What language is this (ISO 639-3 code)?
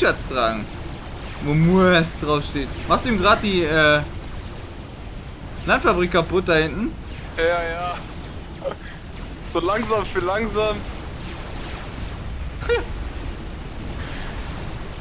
deu